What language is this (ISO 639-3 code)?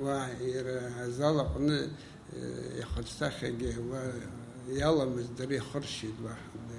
abk